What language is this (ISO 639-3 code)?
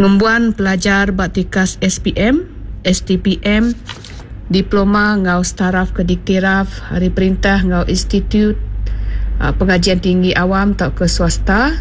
iba